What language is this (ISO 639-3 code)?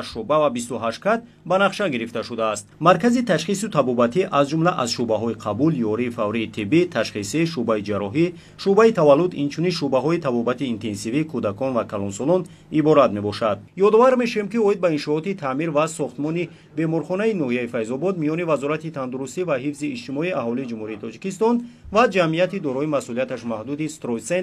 tgk